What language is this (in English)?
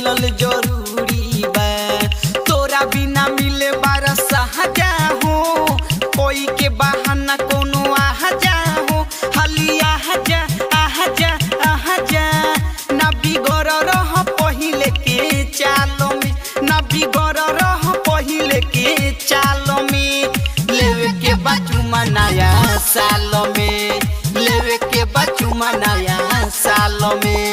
Bhojpuri